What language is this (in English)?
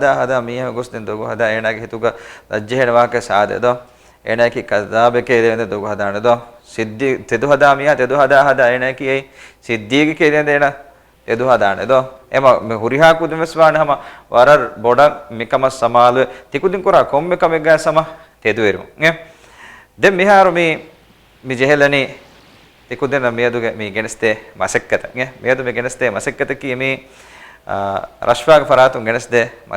Divehi